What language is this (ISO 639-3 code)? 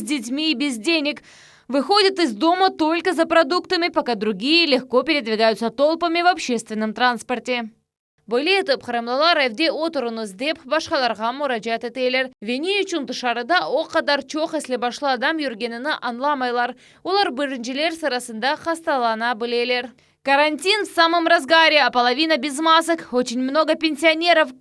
crh